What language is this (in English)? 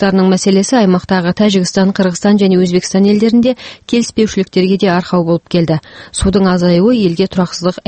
Kazakh